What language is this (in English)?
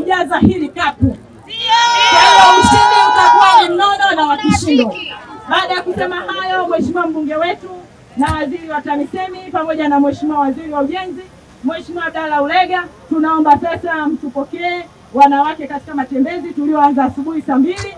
Swahili